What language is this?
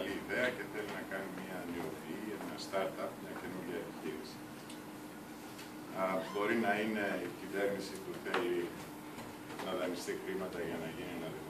Greek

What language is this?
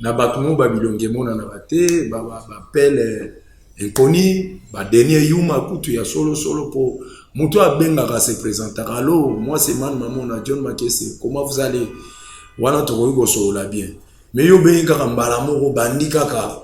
Lingala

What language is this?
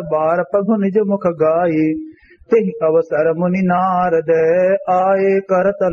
Awadhi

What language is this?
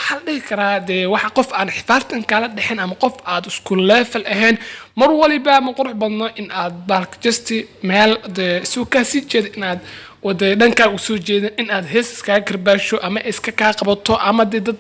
Somali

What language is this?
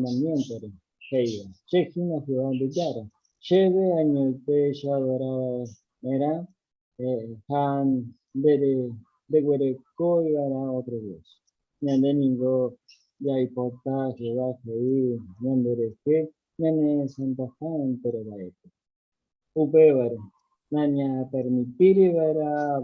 Guarani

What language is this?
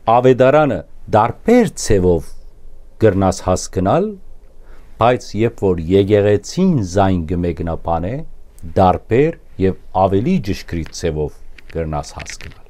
Western Armenian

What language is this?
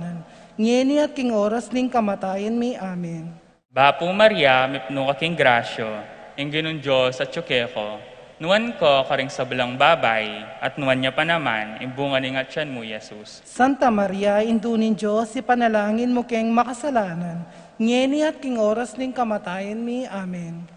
Pampanga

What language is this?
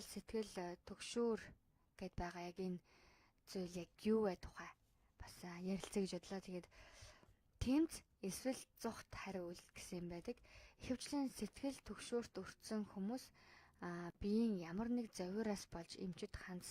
Mongolian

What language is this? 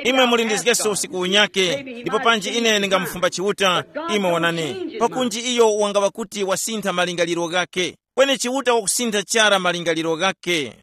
Tumbuka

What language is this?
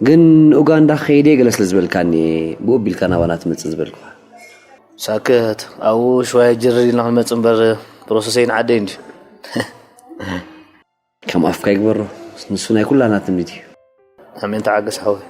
Tigrinya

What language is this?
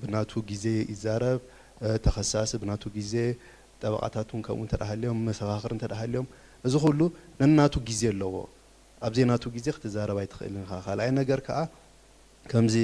Tigrinya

